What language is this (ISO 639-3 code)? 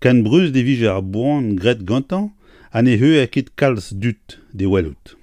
bre